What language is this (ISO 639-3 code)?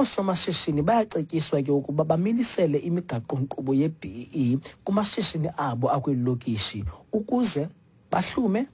xho